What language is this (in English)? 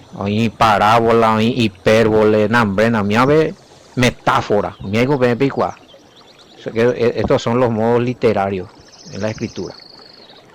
Guarani